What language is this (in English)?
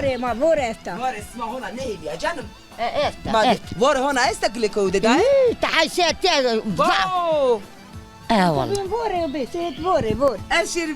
Zaza